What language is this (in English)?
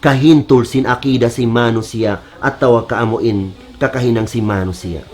Tausug